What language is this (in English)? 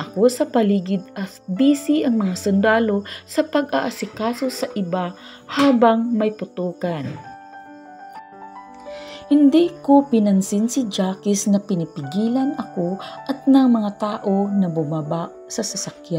Filipino